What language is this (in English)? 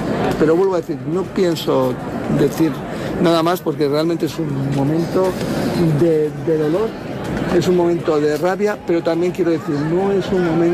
Spanish